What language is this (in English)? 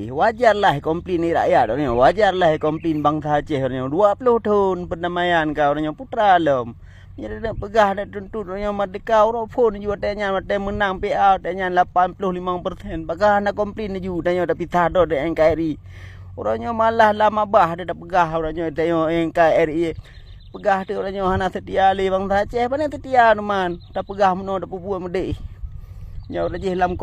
Achinese